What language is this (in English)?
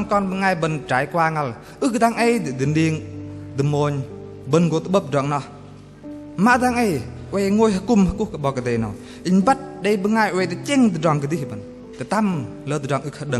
Bahnar